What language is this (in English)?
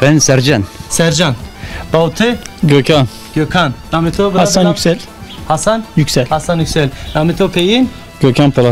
Zaza